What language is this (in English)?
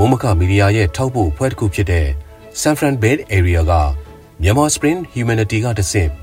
Burmese